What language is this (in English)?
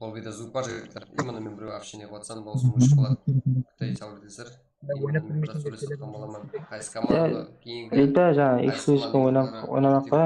Kara-Kalpak